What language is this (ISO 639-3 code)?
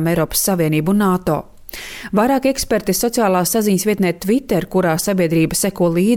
lav